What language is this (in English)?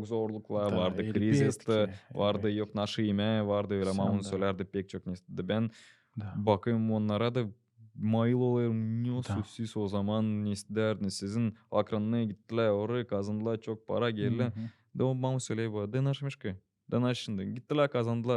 Gagauz